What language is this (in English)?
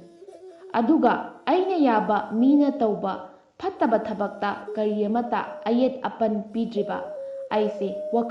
Manipuri